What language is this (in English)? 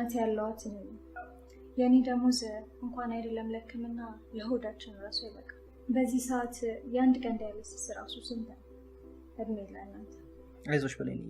Amharic